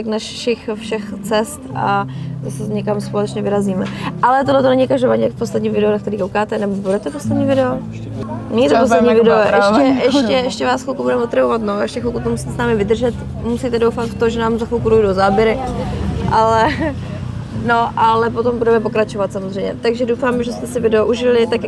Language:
Czech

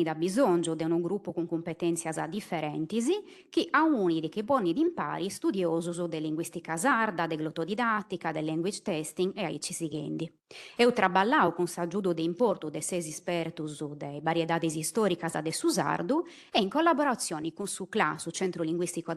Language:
Sardinian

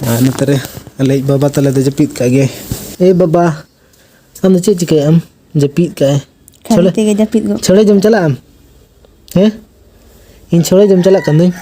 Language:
Santali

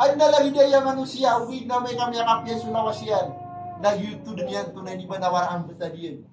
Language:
Maranao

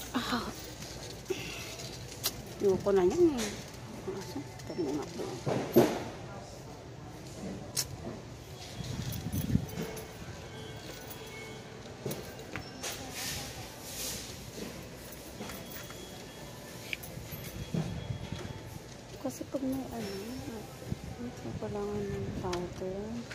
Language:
Filipino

